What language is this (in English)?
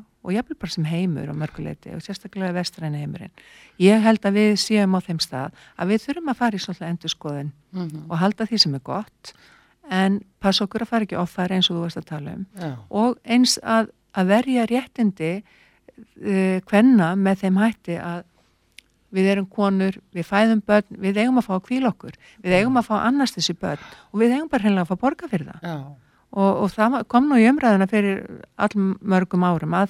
Icelandic